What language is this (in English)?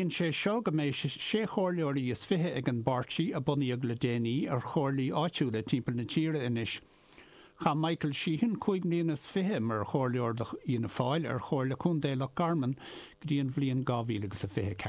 Irish